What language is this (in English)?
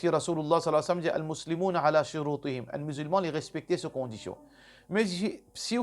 Morisyen